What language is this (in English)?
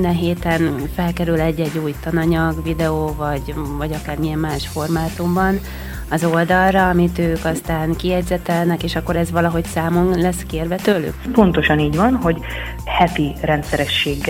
Hungarian